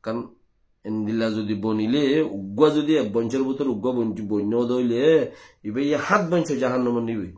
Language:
Rohingya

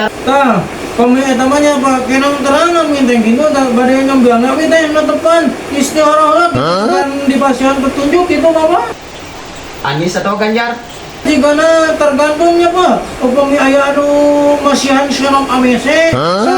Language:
Sundanese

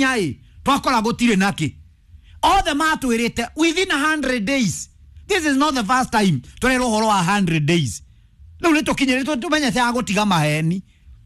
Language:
Kikuyu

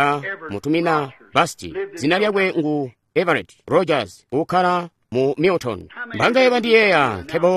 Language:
Tonga (Zambia)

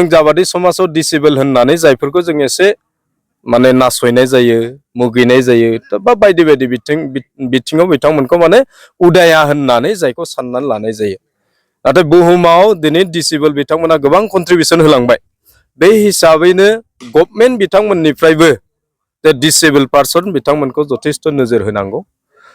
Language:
Bodo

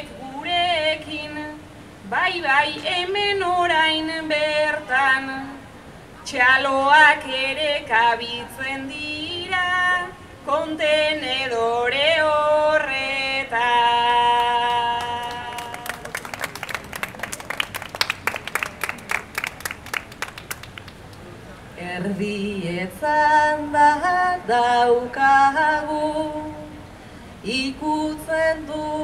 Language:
Basque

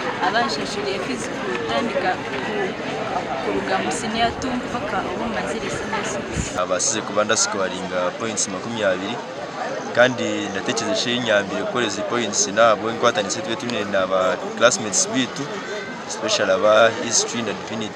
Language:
Nyankole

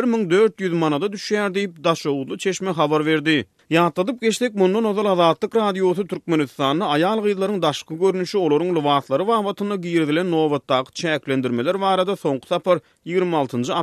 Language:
Turkmen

